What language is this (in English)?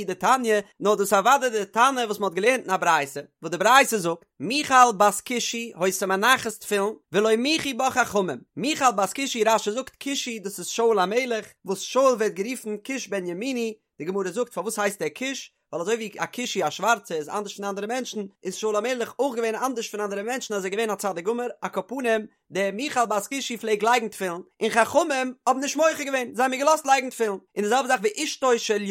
Yiddish